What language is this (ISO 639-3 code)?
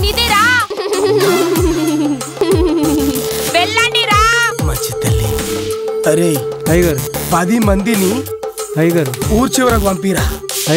tel